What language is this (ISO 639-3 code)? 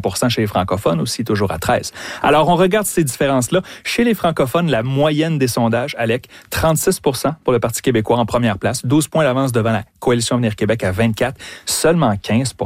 fra